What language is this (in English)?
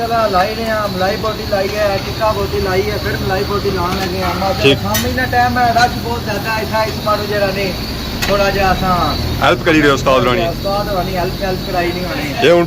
Pahari-Potwari